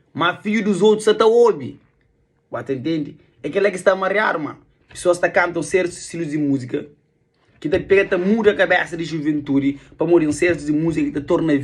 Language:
Kabuverdianu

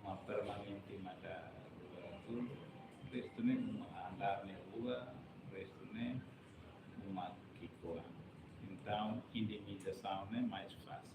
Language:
Tetum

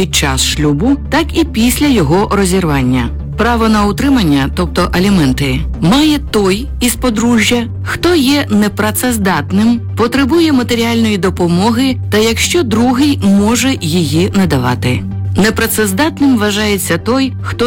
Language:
Ukrainian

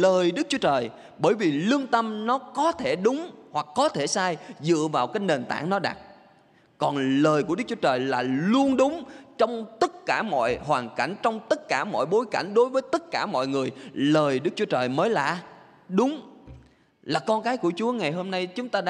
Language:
Vietnamese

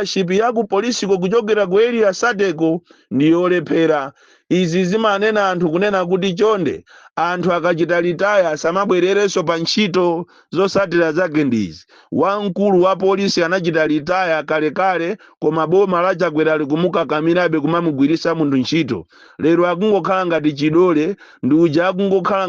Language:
Nyanja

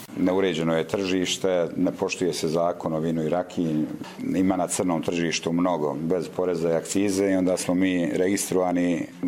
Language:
Bosnian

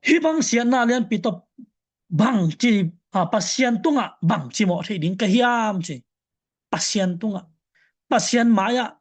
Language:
Tedim Chin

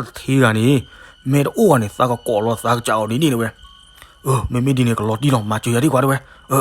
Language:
S'gaw Karen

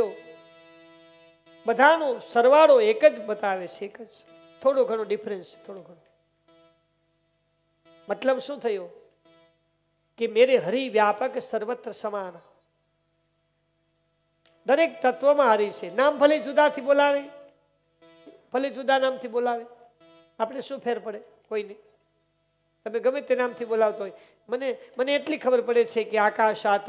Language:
Gujarati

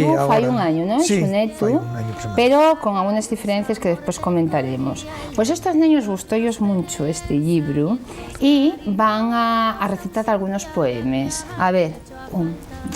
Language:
Asturian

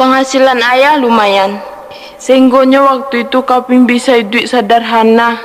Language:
Minangkabau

